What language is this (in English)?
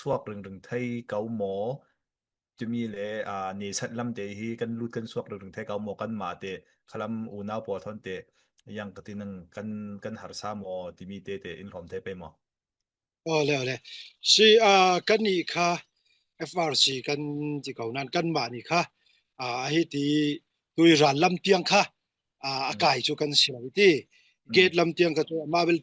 Falam Chin